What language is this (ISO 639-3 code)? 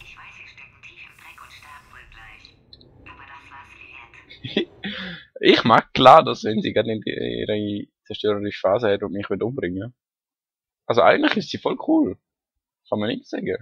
gsw